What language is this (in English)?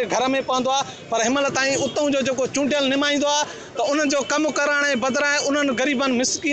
Sindhi